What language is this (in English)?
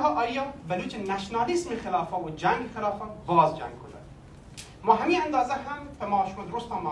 Baluchi